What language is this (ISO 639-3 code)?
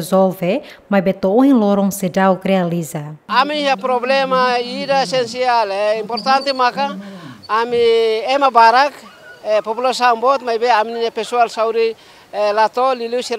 tet